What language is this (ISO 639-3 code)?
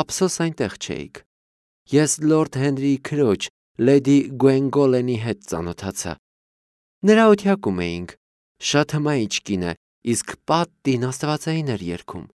hye